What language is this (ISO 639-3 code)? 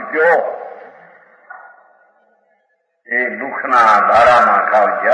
guj